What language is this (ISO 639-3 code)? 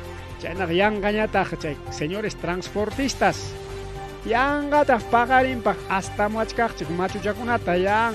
quy